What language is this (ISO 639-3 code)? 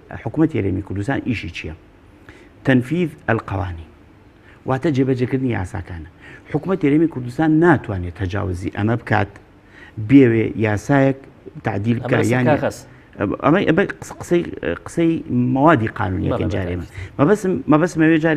ckb